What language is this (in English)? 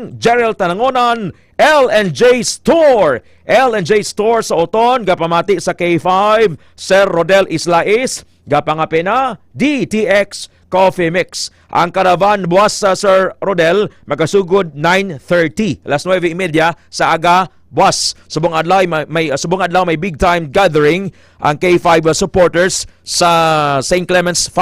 Hiligaynon